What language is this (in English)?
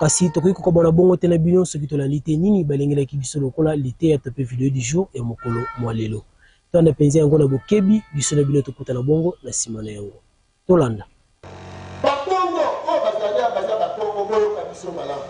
Lingala